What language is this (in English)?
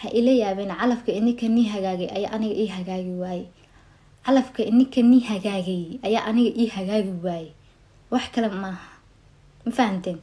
Somali